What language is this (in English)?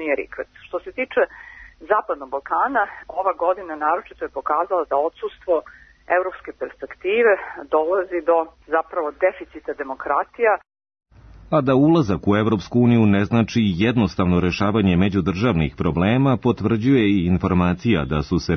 Serbian